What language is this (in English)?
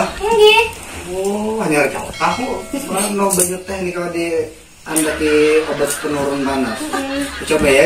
Banjar